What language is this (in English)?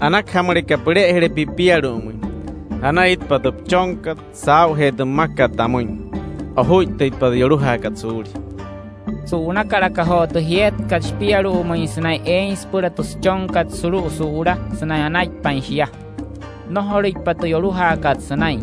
Wayuu